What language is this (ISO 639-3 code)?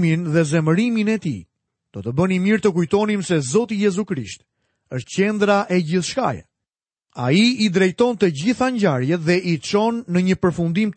sqi